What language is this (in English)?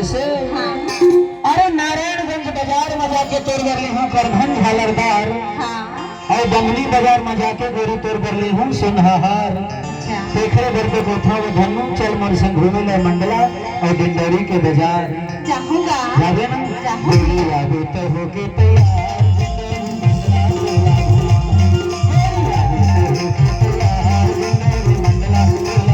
Chhattisgarhi